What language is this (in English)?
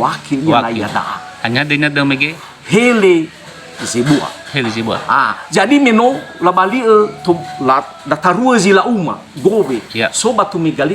Nias